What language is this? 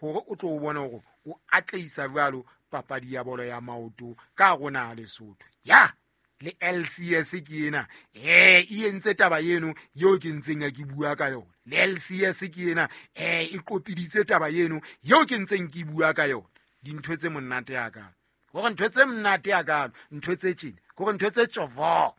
Southern Sotho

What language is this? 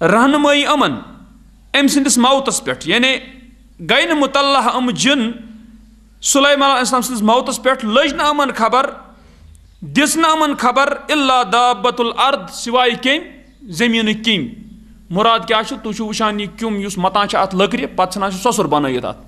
Kashmiri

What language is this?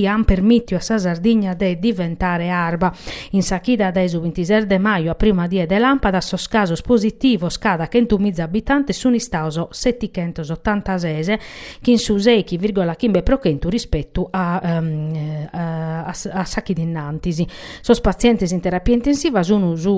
Sardinian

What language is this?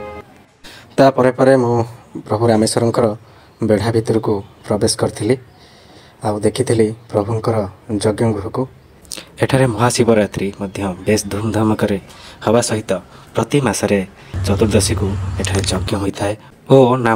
Odia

